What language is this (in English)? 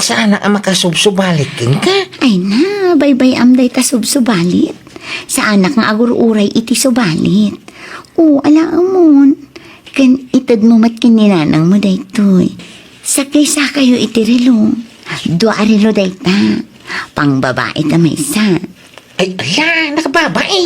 Iloko